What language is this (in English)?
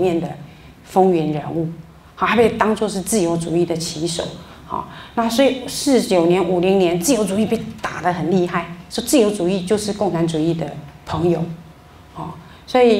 Chinese